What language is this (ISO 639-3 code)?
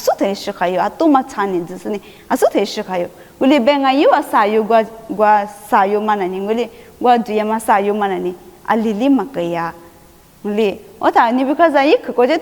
lis